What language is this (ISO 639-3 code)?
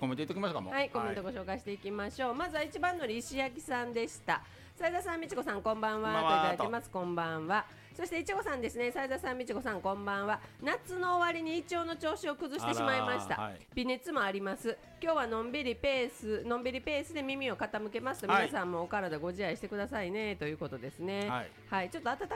jpn